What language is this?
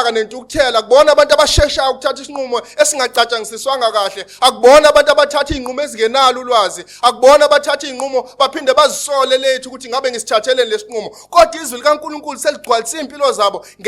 Zulu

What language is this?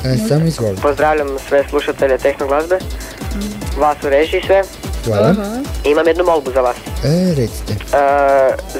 Croatian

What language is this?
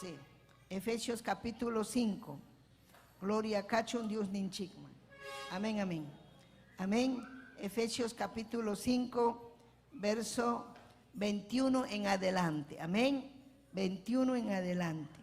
Ayacucho Quechua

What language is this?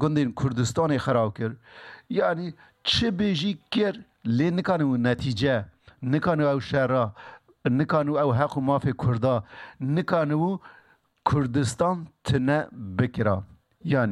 Kurdish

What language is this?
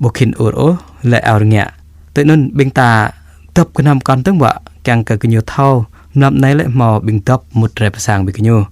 Jarai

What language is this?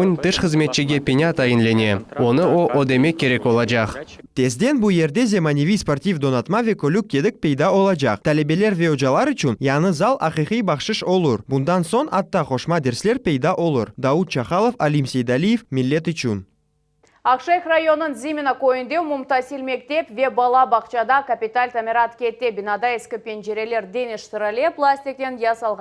Crimean Tatar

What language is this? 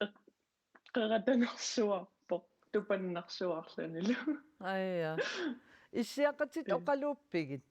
Kalaallisut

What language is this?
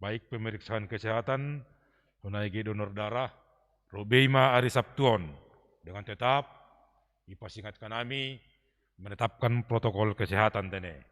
Batak Simalungun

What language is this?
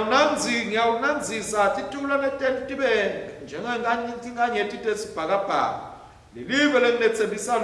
Swati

